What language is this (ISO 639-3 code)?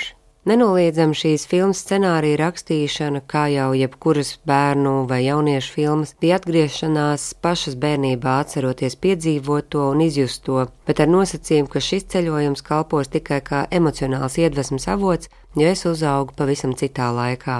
lav